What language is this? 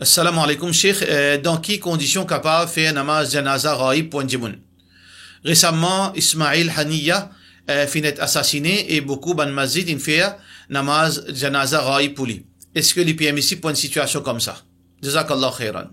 Morisyen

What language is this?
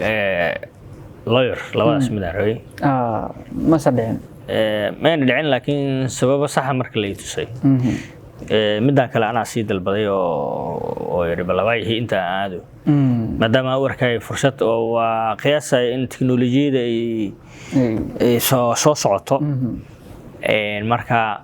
Somali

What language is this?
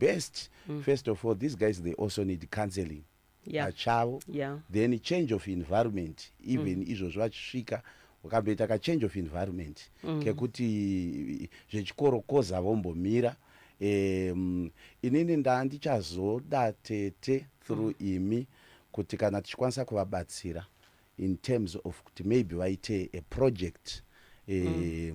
Shona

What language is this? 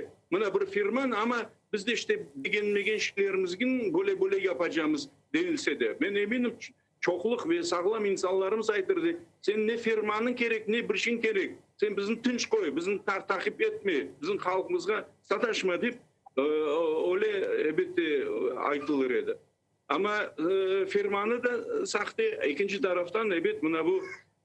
Crimean Tatar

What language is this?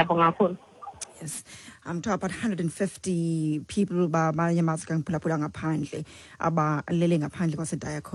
Xhosa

